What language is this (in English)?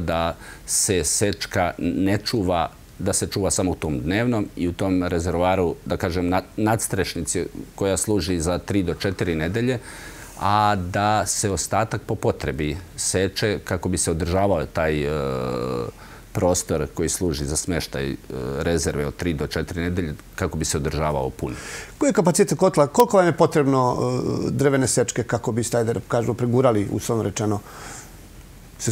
Serbian